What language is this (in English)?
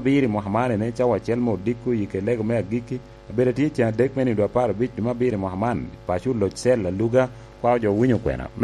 Lango (Uganda)